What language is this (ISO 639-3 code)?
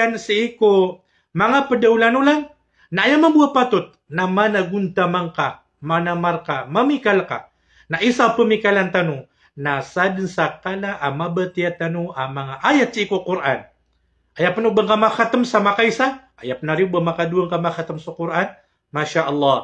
mrw